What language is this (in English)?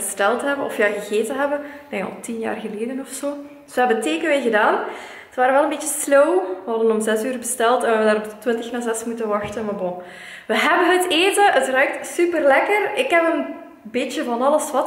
Dutch